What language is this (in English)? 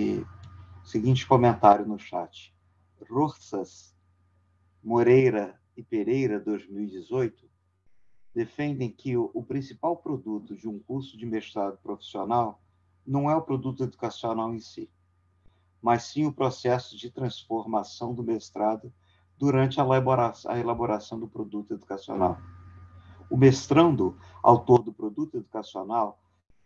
Portuguese